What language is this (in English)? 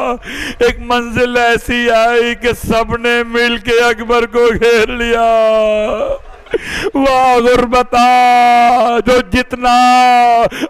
Urdu